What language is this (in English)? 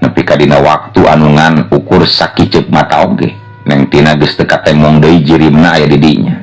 Sundanese